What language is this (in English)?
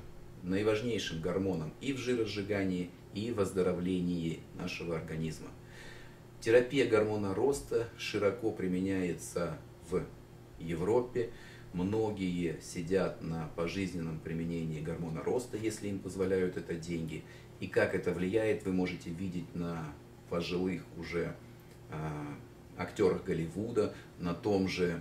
Russian